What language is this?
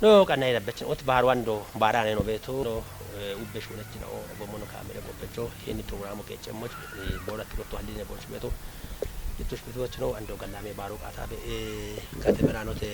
Kafa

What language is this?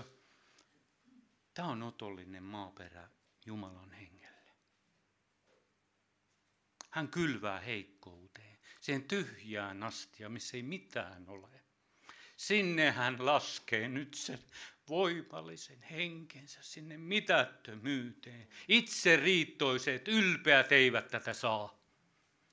Finnish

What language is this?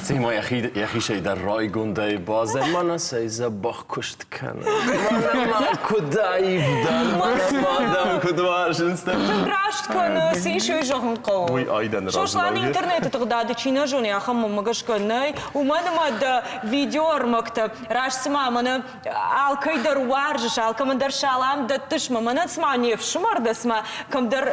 Ossetic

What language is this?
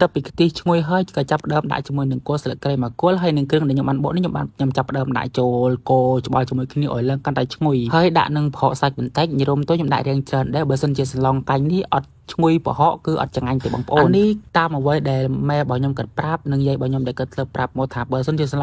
Khmer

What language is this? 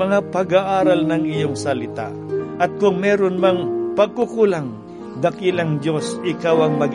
Filipino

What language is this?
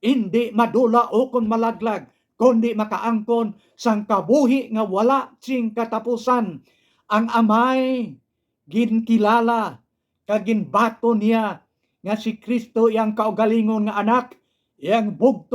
Hiligaynon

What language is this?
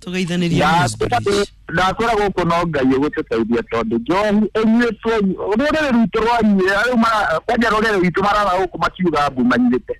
Kikuyu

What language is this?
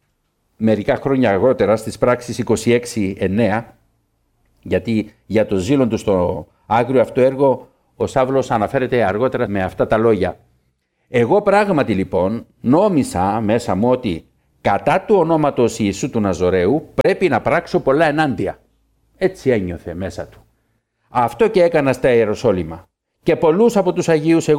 Greek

